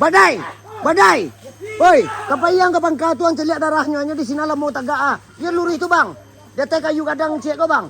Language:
Minangkabau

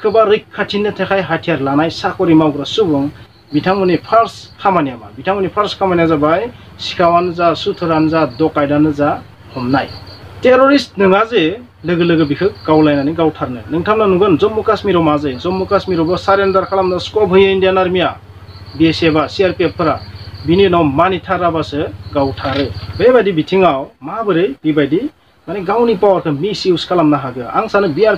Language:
Bodo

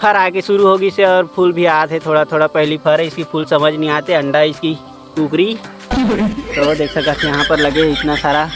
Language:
Chhattisgarhi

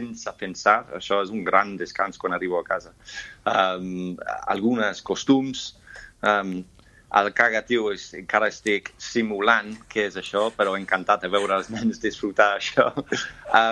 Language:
Catalan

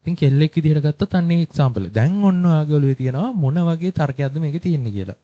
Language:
Sinhala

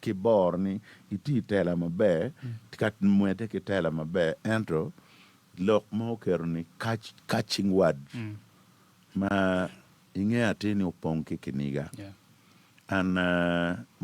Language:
Acoli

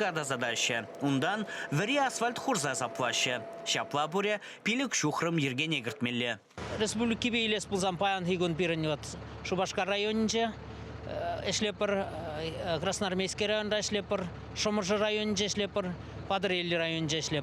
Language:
Chuvash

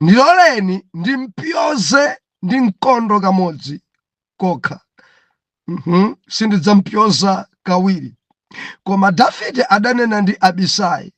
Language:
Nyanja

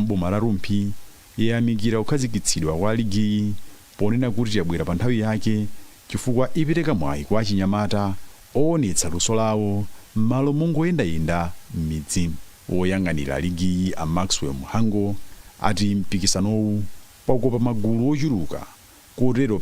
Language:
Nyanja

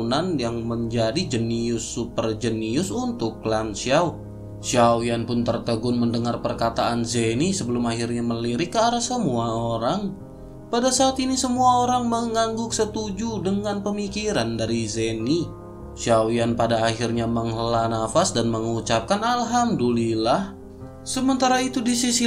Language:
Indonesian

